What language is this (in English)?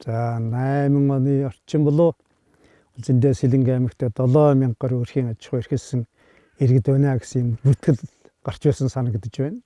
Mongolian